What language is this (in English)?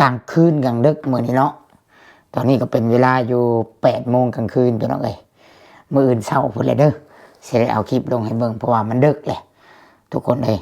Lao